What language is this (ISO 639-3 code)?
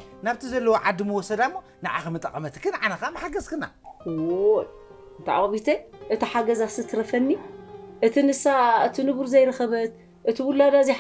tir